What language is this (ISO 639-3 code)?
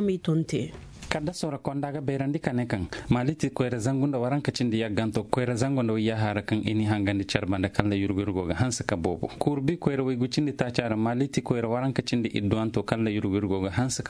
dje